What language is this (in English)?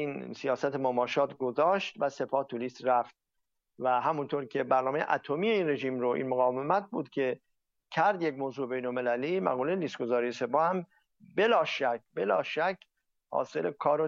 Persian